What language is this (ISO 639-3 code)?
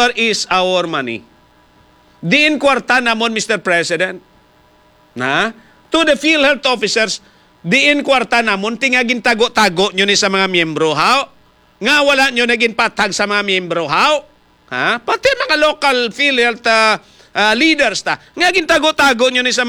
hil